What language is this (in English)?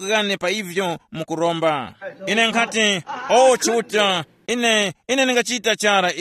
Tumbuka